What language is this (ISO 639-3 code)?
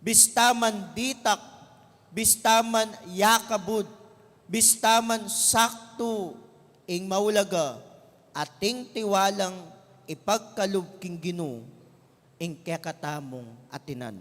pam